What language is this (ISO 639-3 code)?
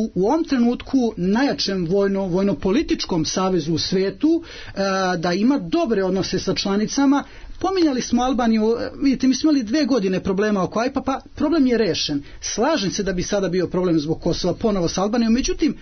srp